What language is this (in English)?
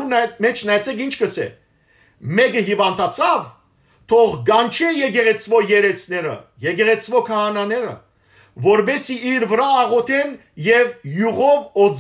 Western Armenian